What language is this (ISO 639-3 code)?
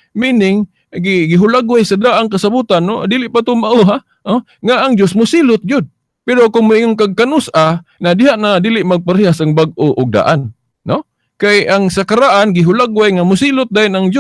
ceb